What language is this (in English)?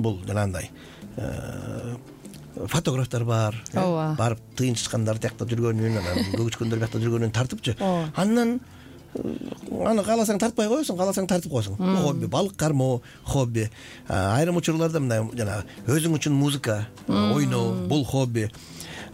Kyrgyz